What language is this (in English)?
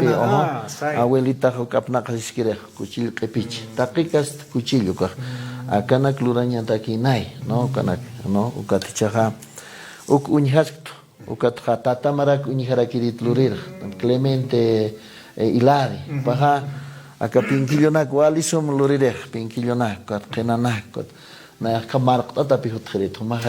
Aymara